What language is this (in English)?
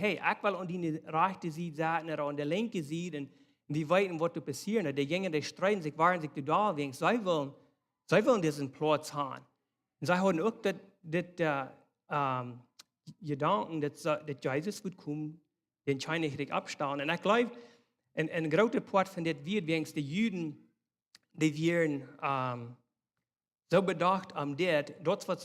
Plautdietsch